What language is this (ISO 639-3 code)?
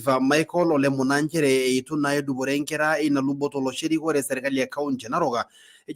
mas